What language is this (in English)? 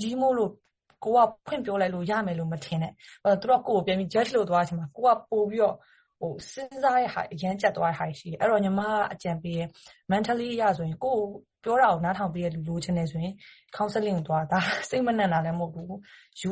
Burmese